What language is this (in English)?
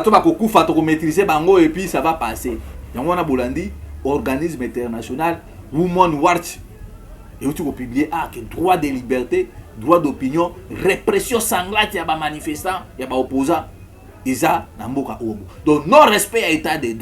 Lingala